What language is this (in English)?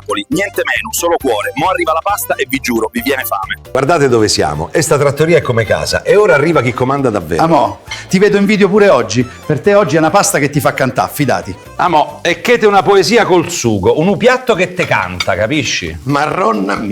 Neapolitan